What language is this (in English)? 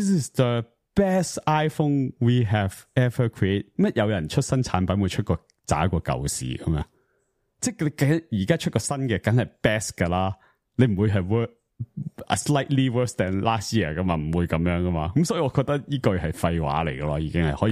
Cantonese